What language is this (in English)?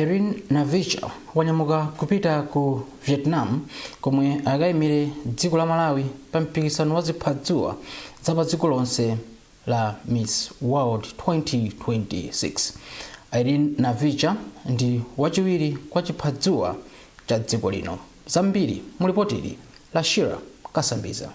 Nyanja